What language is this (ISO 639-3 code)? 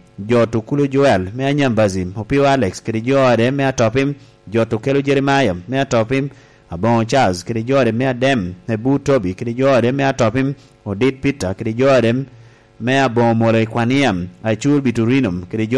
laj